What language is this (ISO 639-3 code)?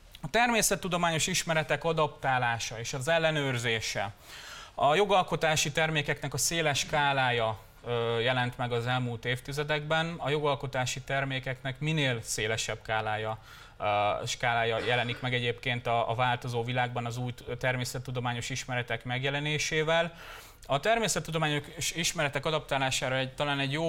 hun